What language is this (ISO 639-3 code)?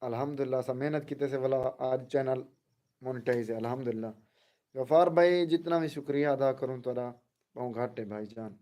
skr